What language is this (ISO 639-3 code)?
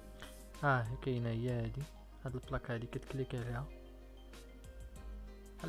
ary